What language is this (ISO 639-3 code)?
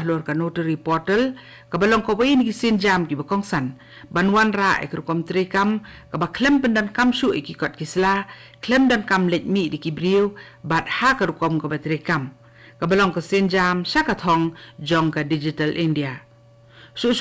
kha